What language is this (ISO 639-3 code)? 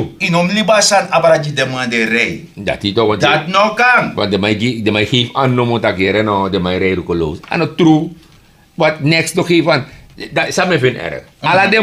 srn